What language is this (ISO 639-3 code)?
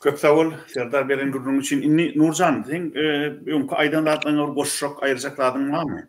tuk